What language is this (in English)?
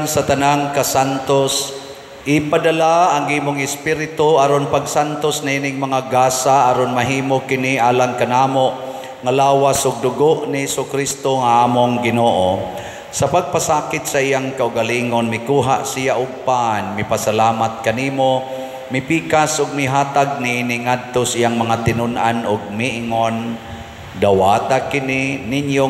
Cebuano